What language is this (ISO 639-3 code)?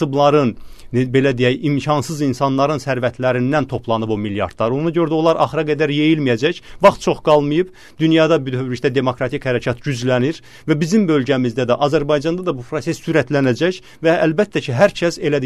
aze